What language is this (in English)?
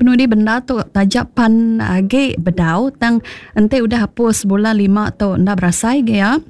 Iban